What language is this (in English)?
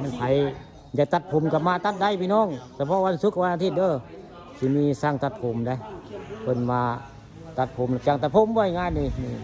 Northeastern Thai